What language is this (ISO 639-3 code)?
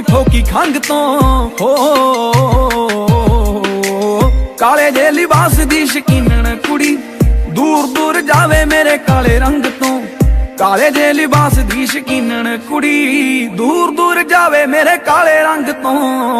pan